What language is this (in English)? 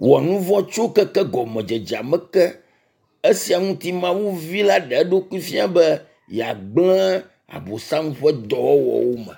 Ewe